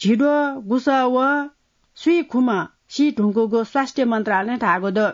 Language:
Newari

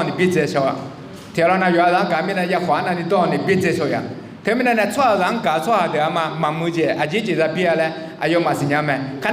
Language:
Akha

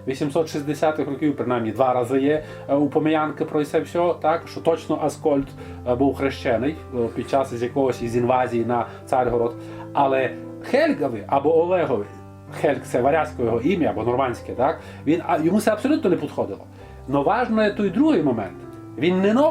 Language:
Rusyn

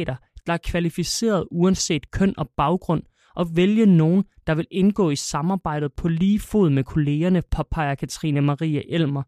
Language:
Danish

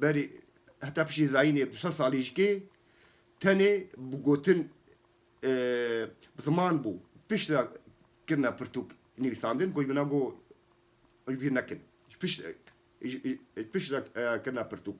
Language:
Kurdish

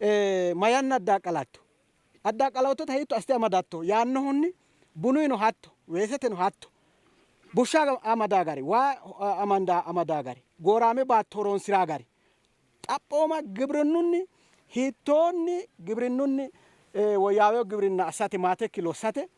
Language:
Sidamo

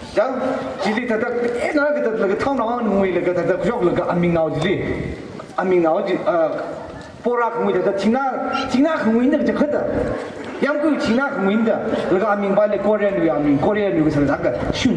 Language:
Tangkhul Naga (India)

